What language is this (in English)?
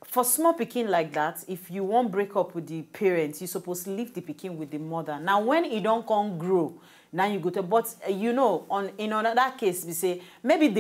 Nigerian Pidgin